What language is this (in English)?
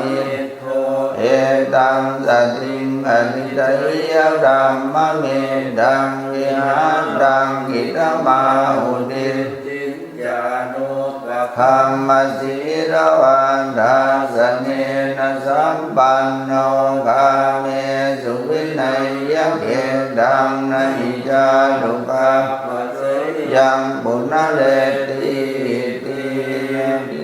Pali